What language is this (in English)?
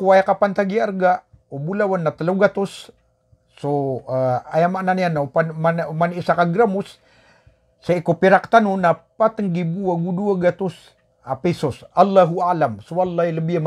Maranao